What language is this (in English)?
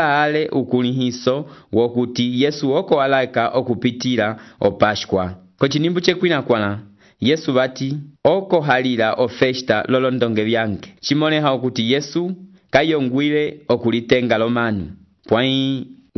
Umbundu